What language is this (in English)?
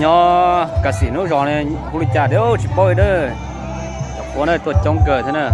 Hmong